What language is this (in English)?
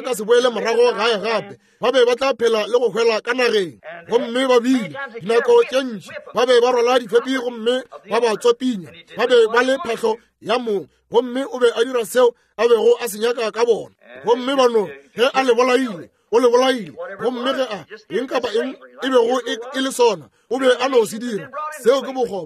Northern Sotho